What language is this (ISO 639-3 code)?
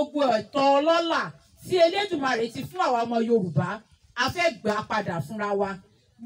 yor